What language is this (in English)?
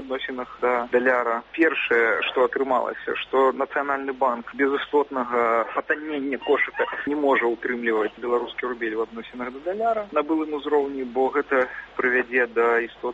Belarusian